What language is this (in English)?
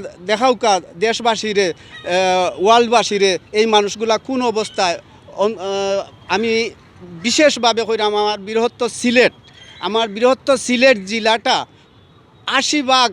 Sylheti